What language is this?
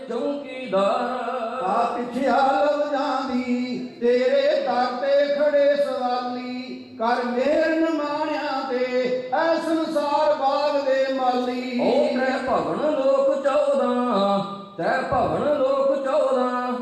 Punjabi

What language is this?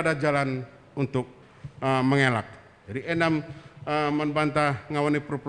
Batak Karo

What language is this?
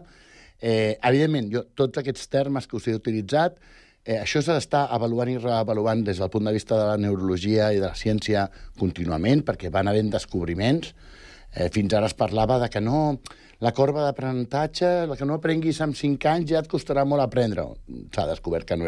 Catalan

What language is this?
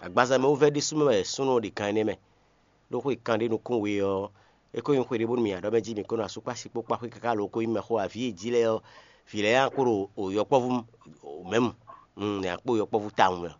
Fon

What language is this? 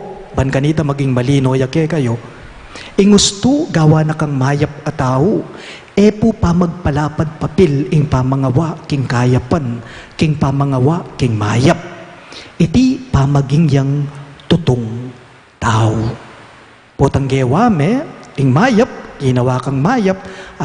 Pampanga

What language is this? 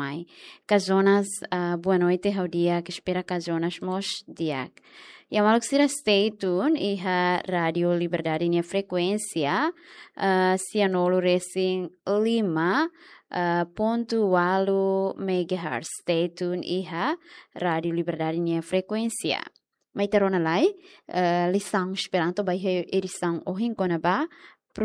Tetum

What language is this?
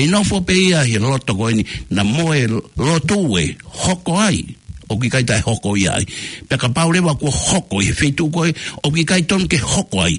Tongan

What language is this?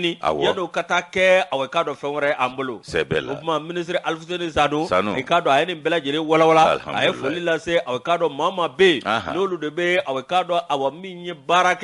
Bambara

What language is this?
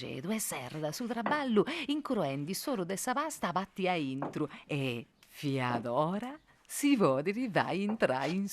Sardinian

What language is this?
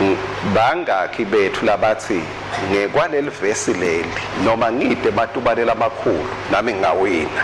Swati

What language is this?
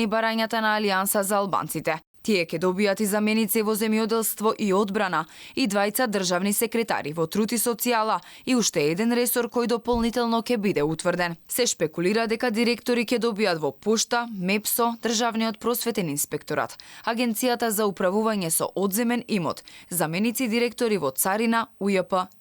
Macedonian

